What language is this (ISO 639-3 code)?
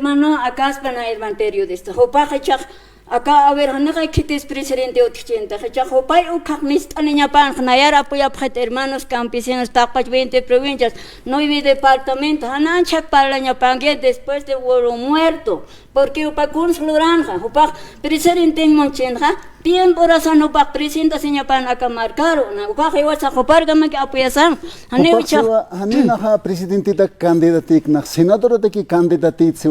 aym